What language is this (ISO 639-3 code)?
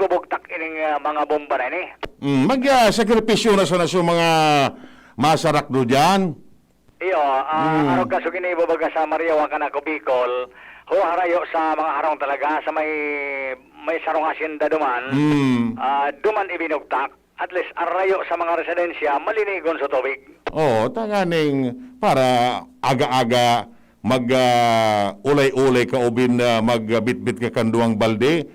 bik